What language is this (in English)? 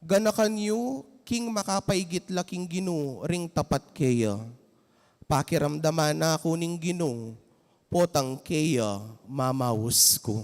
Pampanga